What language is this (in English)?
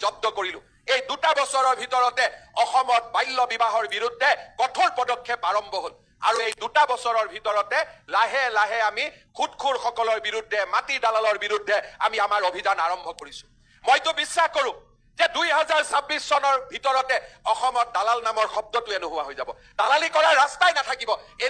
Assamese